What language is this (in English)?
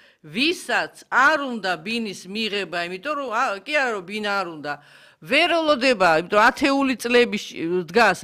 Georgian